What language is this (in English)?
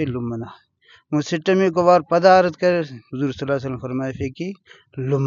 Brahui